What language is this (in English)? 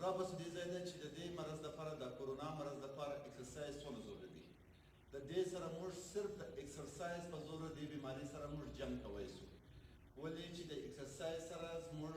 Pashto